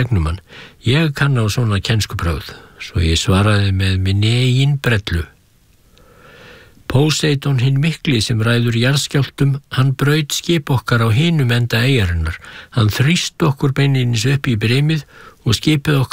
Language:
Icelandic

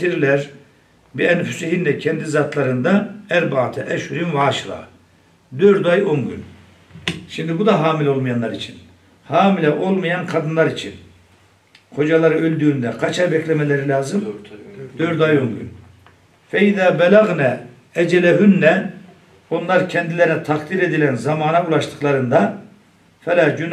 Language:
Turkish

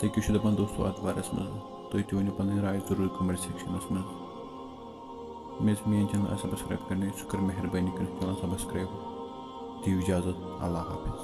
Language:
Kashmiri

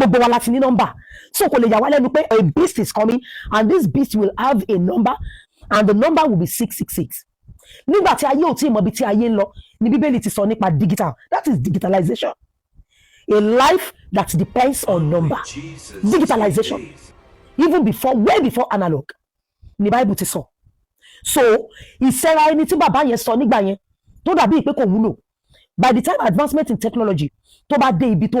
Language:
Yoruba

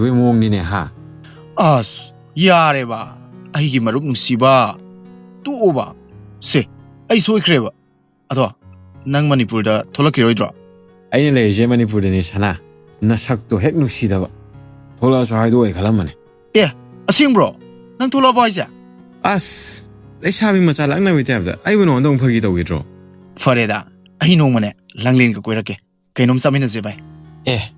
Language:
Manipuri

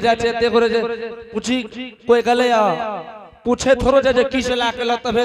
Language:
Angika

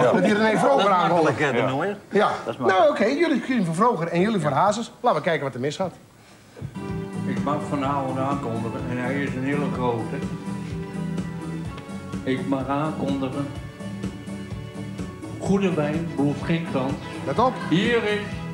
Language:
Dutch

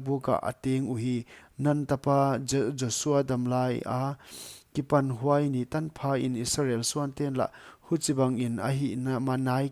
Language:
Paite Chin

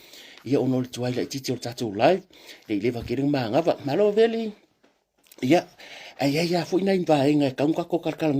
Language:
Samoan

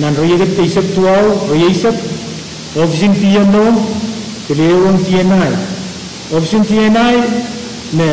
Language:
Pohnpeian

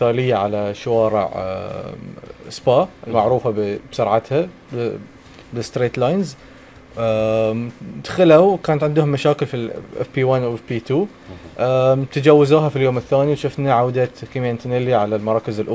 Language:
Gulf Arabic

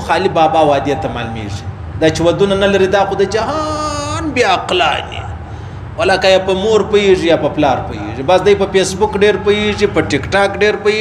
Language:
Pashto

